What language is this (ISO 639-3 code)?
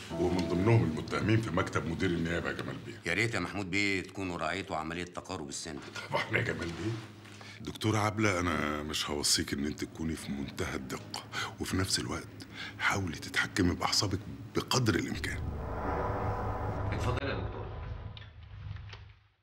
arz